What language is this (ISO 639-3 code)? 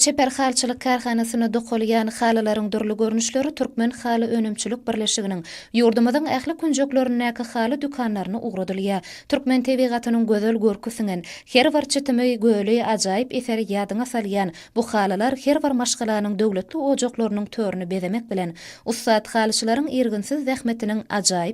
tuk